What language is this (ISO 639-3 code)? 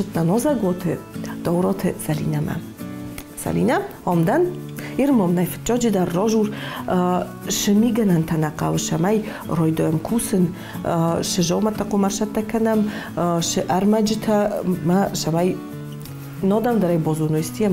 oss